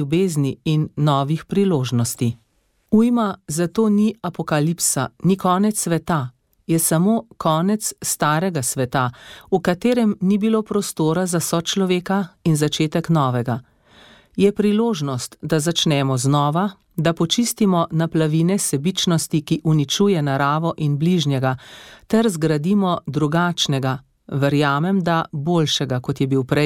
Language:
Slovenian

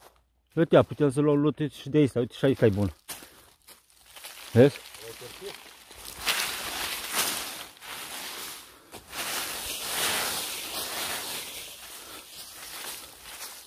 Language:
Romanian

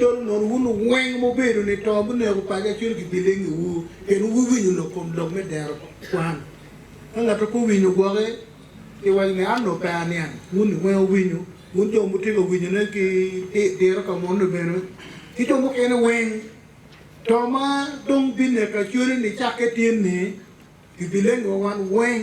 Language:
Acoli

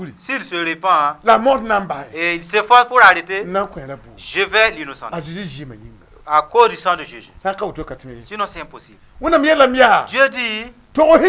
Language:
Mossi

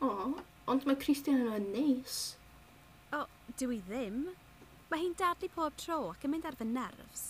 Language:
Welsh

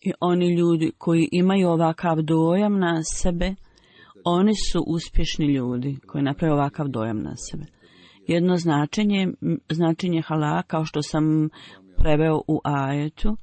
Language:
Bosnian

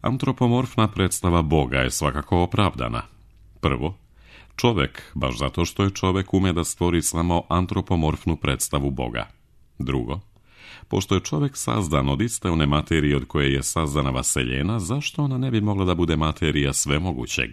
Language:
Serbian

